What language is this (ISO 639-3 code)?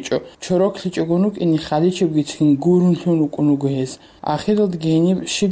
ava